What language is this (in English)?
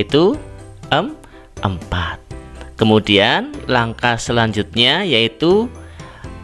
Indonesian